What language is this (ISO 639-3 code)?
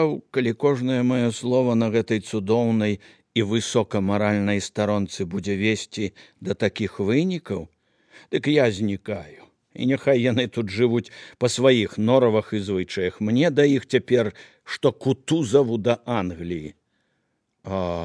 bel